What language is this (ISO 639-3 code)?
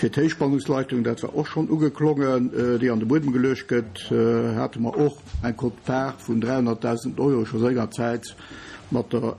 ltz